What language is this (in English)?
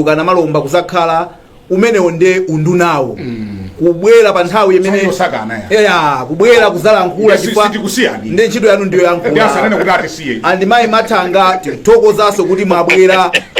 Nyanja